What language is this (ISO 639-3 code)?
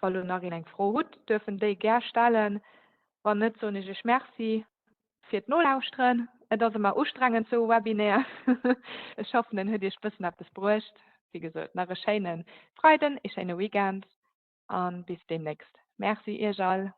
ltz